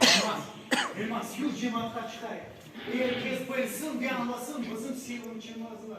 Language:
Crimean Tatar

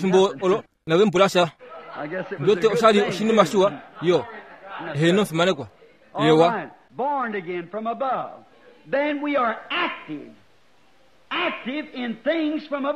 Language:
Kuanyama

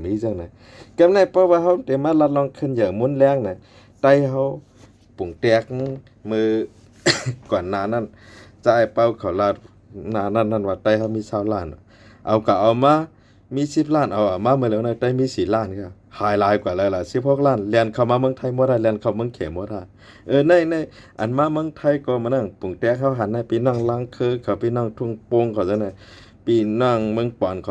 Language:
Shan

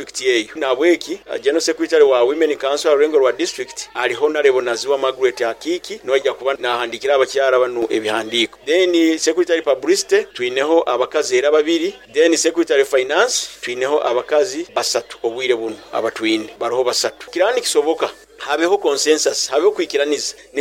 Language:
Nyoro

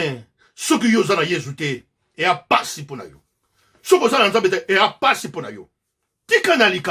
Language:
Lingala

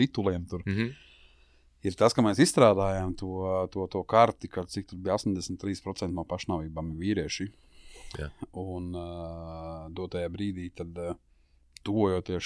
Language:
Latvian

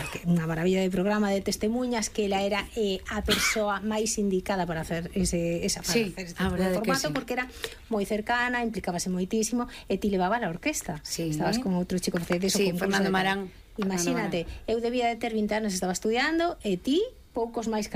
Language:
Galician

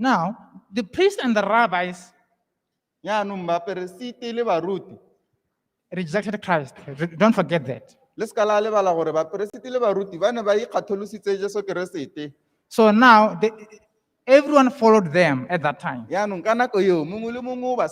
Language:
Tswana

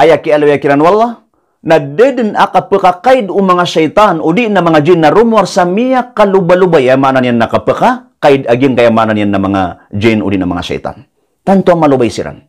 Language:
Maranao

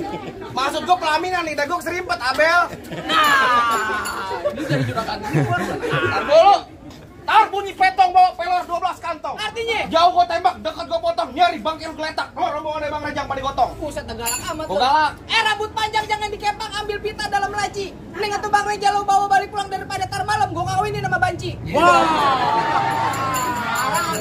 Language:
Betawi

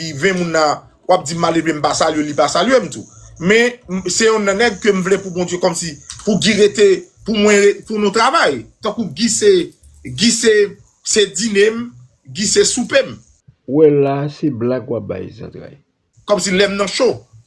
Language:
Haitian Creole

